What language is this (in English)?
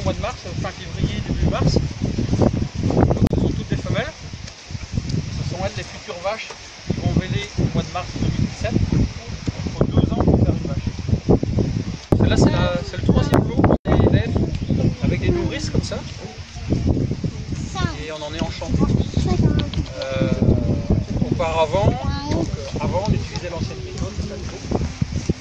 French